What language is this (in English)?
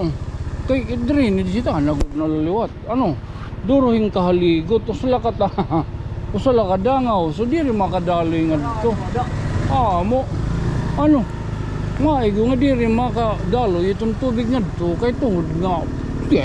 Waray